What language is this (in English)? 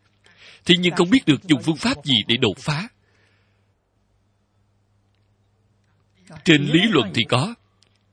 Vietnamese